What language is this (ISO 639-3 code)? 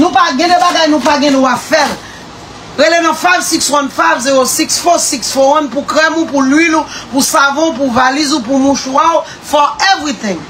hat